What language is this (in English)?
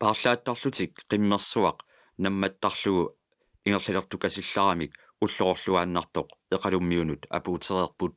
Kalaallisut